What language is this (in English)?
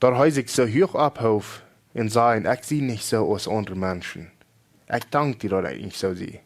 Plautdietsch